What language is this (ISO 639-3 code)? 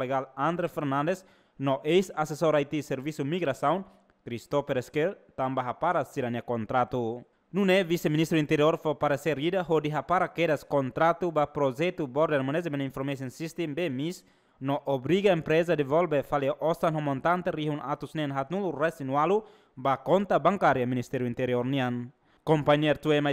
tet